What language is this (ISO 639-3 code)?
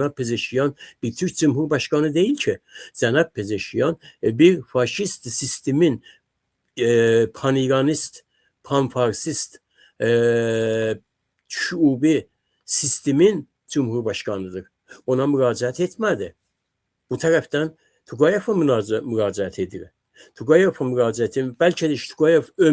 aze